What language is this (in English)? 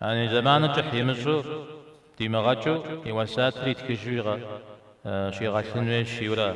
Kabardian